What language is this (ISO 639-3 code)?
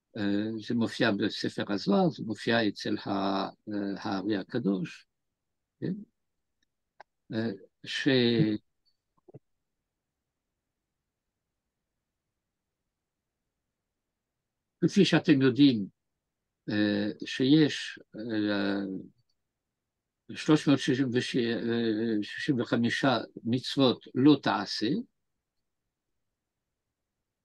heb